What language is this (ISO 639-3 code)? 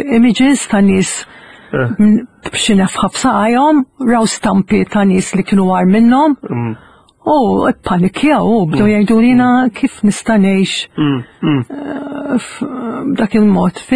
mlt